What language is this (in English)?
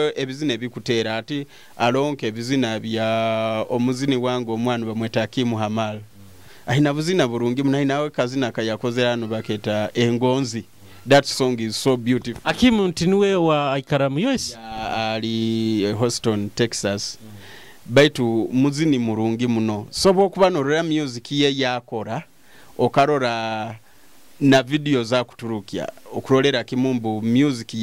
Nyoro